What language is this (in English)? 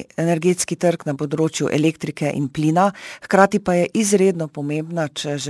Slovenian